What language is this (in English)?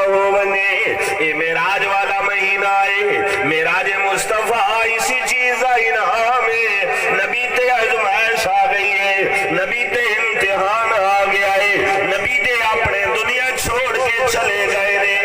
Saraiki